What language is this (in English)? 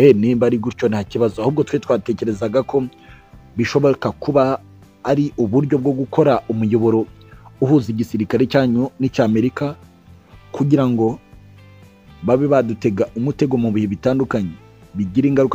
Kinyarwanda